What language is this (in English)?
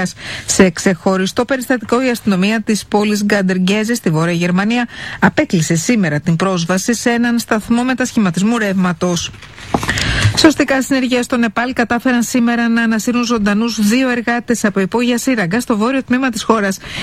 Greek